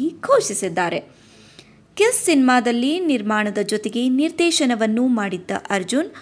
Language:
Kannada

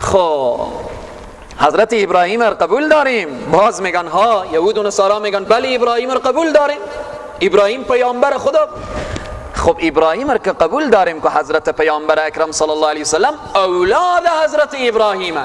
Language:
Persian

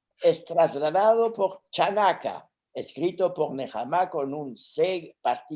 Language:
Ladino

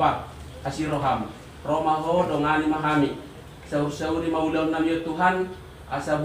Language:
Batak Toba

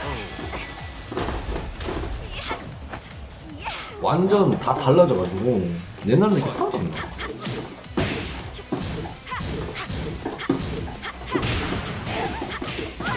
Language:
Korean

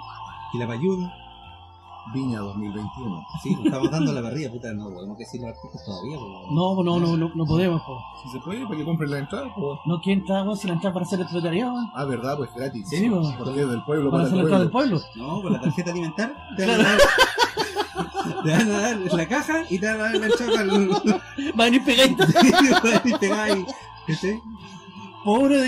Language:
Spanish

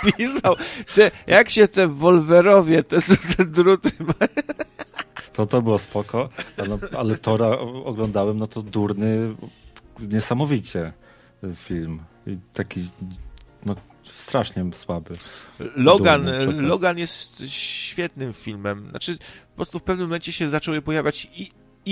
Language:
Polish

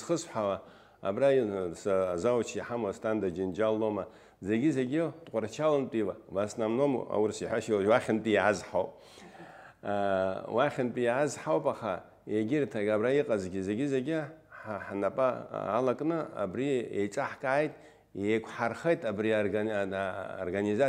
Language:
Abkhazian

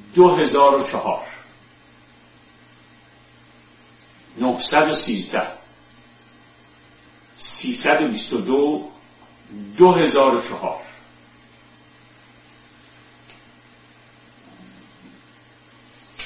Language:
Persian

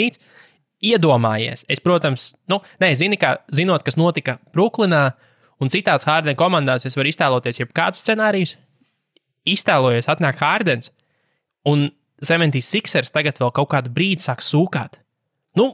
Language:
Latvian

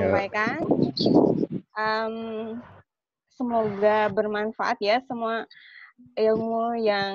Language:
Indonesian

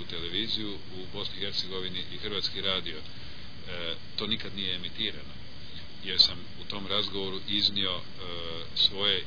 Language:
Croatian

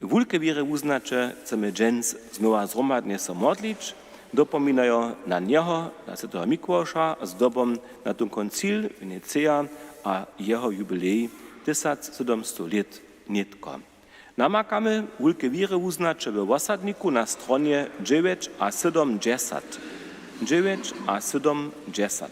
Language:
Upper Sorbian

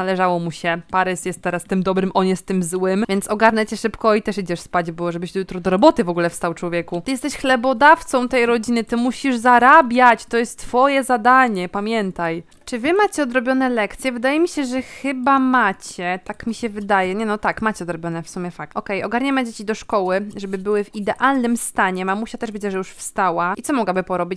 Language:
Polish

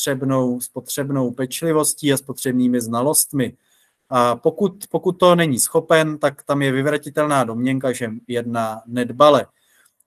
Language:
Czech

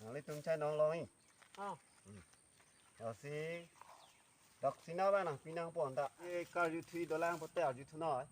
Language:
Karbi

